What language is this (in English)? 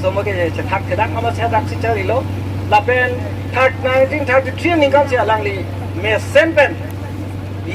Karbi